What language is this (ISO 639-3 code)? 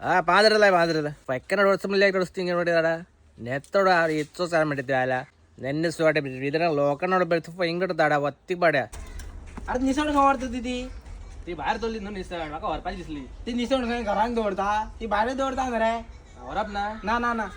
kok